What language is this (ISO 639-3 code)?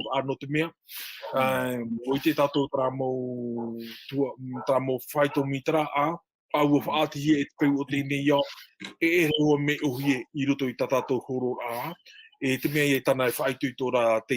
tah